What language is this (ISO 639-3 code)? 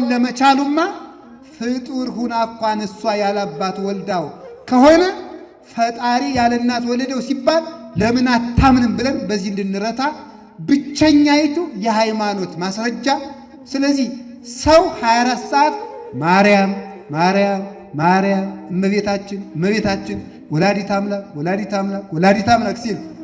amh